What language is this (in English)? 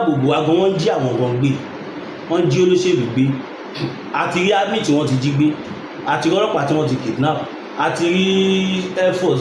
Yoruba